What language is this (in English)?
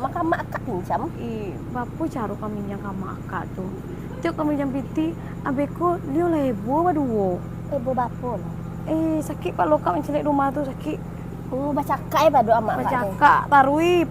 Minangkabau